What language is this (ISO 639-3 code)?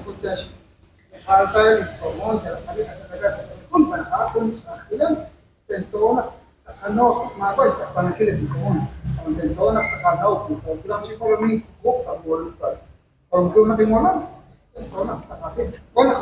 kek